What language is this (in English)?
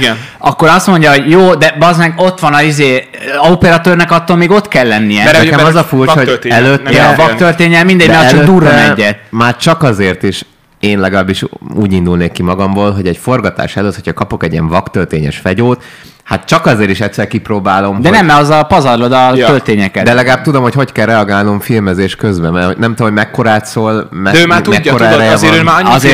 Hungarian